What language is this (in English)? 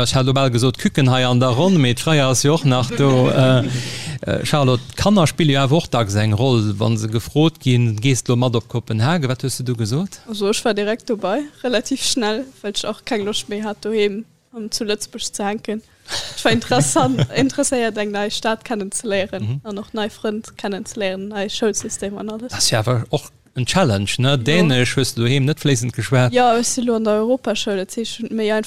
Luxembourgish